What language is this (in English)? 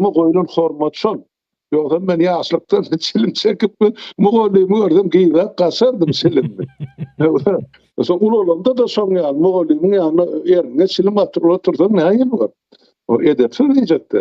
Turkmen